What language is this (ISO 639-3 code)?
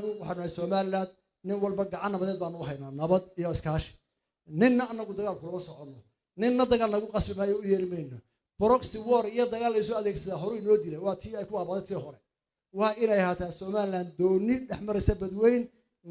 som